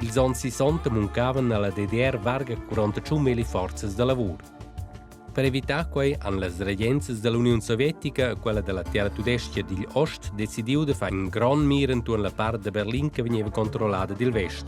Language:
Romansh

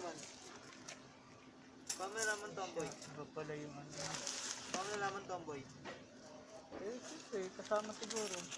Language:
Filipino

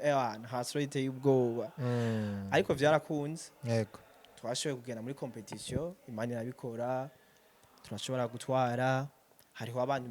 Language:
Rundi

